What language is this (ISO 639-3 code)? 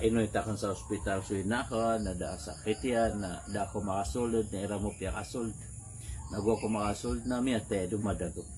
mrw